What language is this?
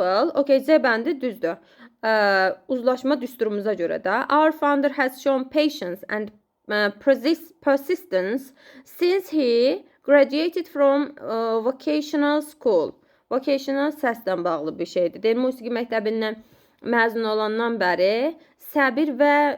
Azerbaijani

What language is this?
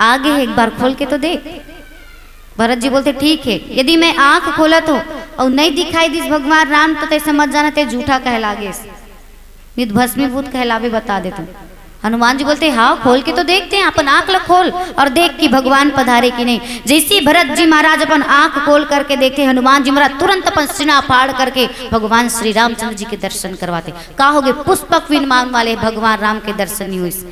Chhattisgarhi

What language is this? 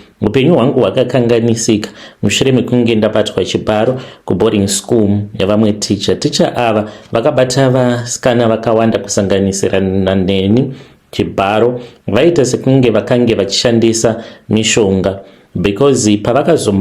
Shona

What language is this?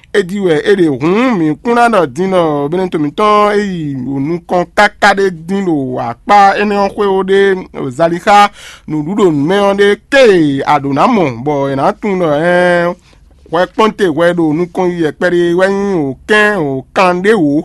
Fon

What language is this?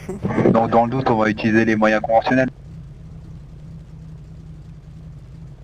French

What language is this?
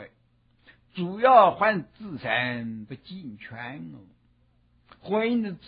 Chinese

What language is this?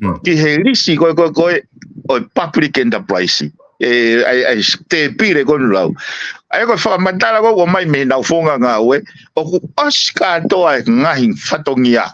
Tongan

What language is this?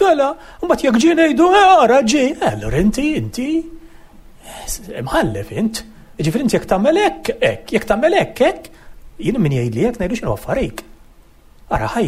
Maltese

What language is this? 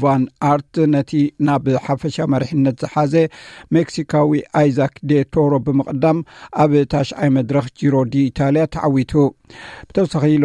Tigrinya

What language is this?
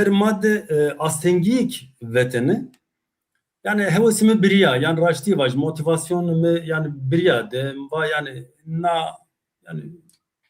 Zaza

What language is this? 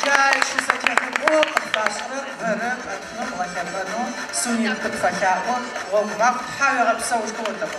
Adyghe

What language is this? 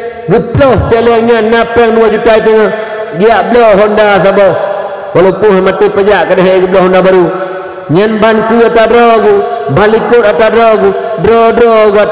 Achinese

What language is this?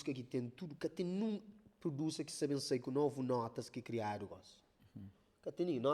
Kabuverdianu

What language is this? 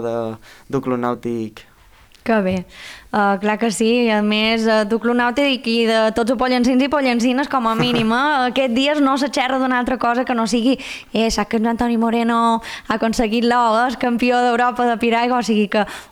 Catalan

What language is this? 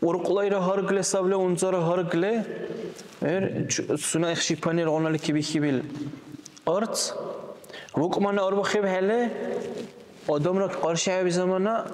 Dargwa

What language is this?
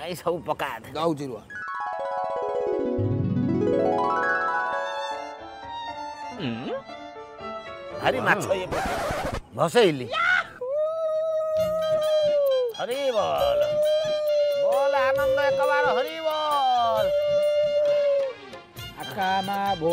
Odia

